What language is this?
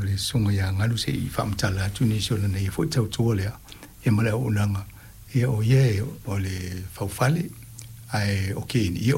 Samoan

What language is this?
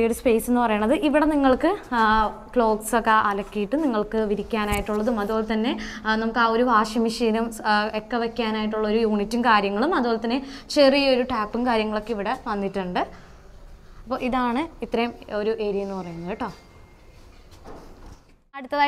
Malayalam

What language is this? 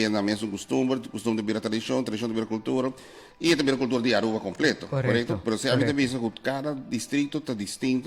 Papiamento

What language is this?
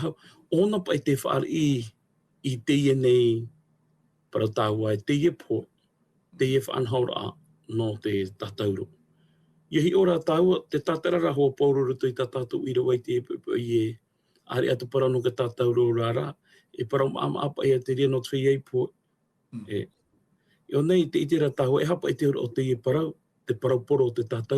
Tahitian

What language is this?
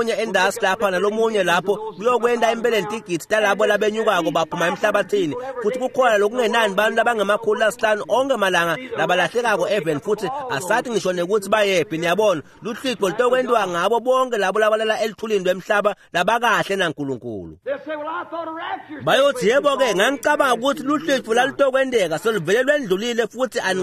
Swati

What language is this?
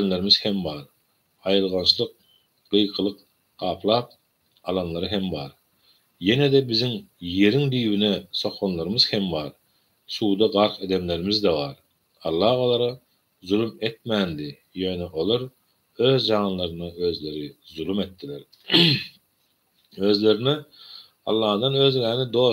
Turkmen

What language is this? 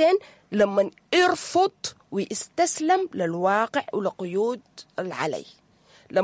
Sudanese Arabic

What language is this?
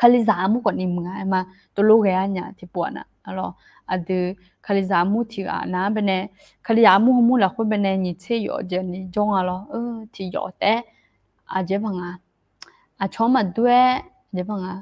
Akha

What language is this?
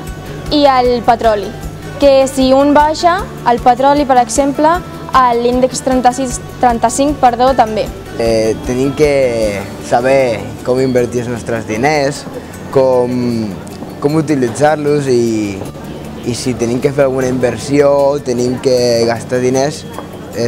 Catalan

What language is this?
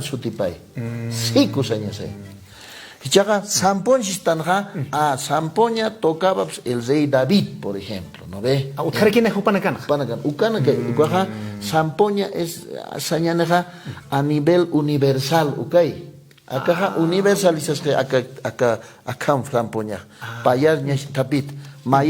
Aymara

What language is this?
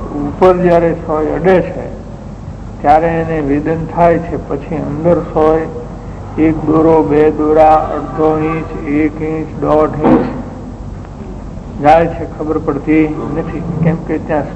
Gujarati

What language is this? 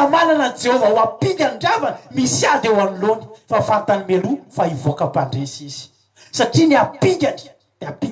Malagasy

